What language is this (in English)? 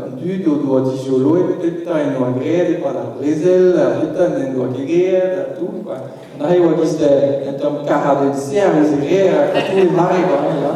Breton